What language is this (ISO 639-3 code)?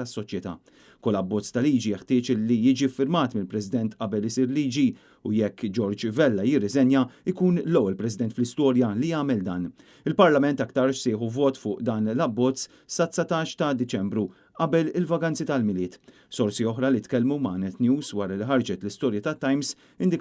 mlt